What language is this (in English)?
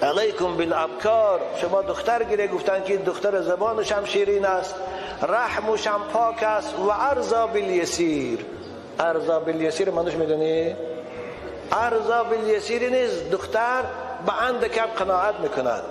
Tajik